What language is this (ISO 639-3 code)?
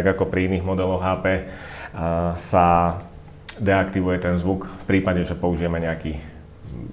slk